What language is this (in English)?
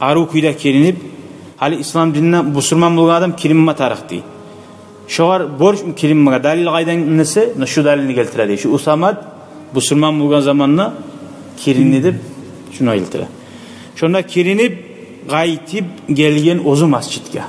Kumyk